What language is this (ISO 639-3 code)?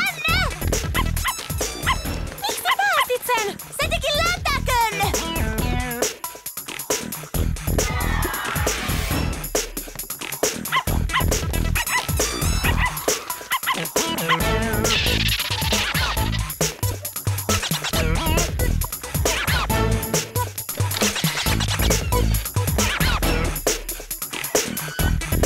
fin